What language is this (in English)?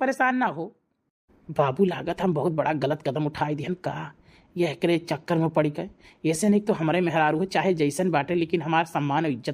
Awadhi